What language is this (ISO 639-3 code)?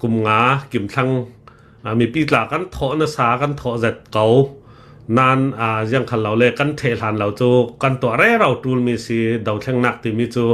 cnh